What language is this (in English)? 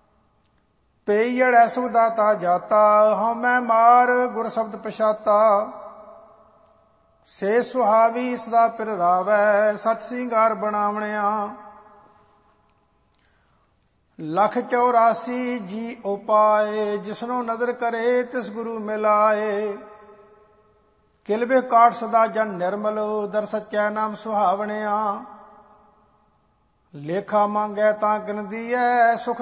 Punjabi